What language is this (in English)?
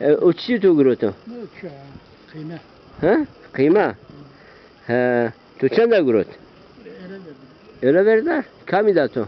Zaza